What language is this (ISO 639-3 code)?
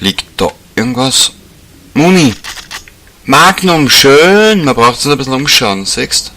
bar